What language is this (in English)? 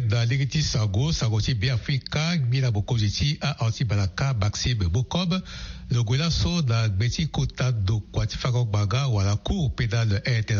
Sango